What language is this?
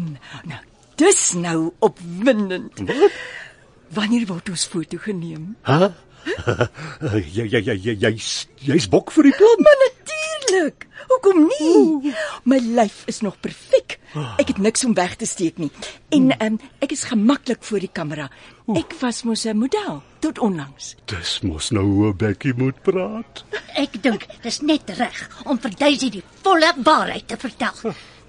Afrikaans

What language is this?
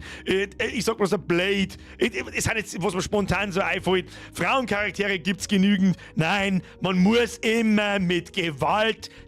Bavarian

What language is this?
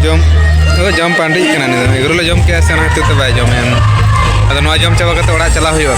Santali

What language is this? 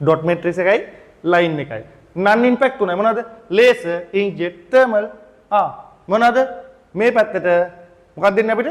Sinhala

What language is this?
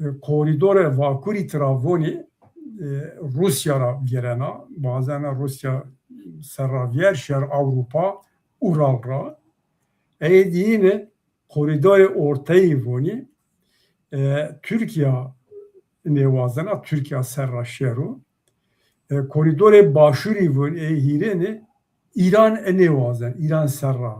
Zaza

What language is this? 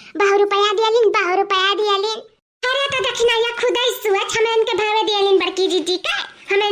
Awadhi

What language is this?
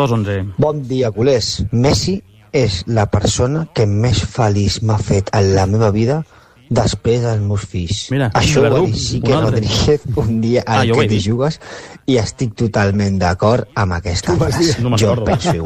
Catalan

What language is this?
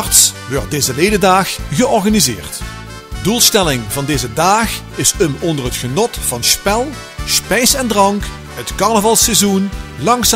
Limburgish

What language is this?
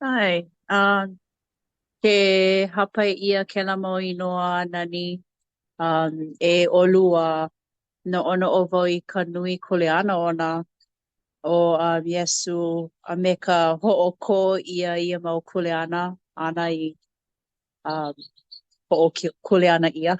Hawaiian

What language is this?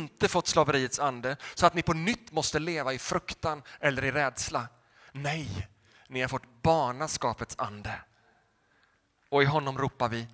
Swedish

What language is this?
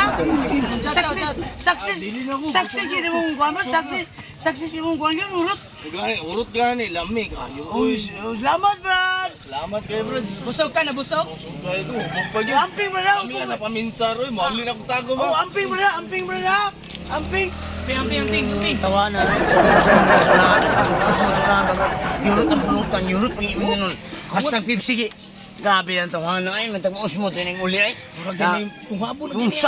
Cebuano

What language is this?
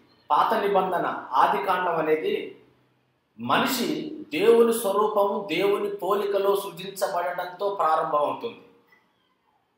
Telugu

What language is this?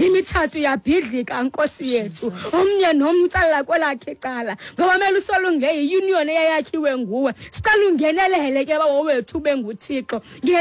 Xhosa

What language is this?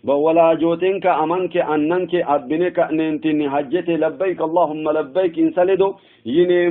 Sidamo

